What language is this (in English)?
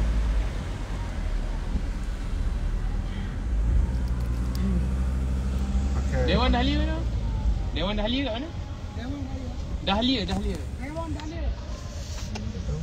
Malay